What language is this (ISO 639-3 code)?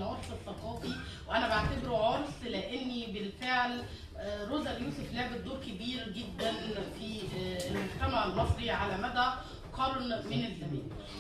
arz